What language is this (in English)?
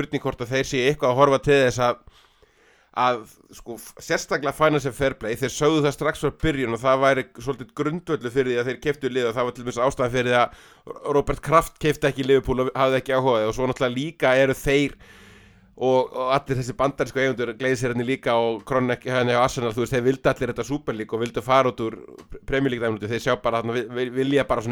Icelandic